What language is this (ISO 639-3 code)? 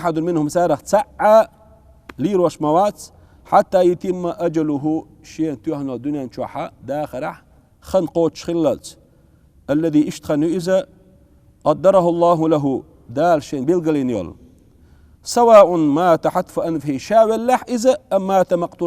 che